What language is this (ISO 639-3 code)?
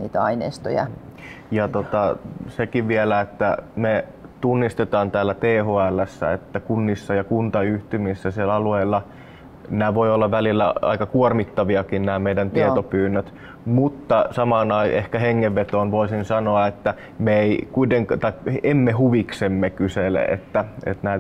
fin